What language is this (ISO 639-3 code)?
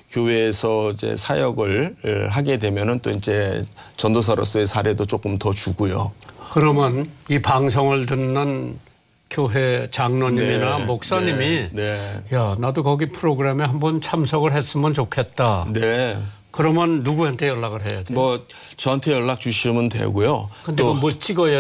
kor